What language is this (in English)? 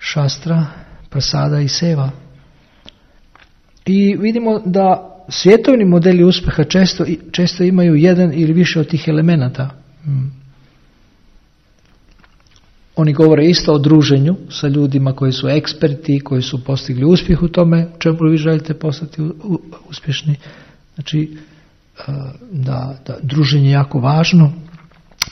Croatian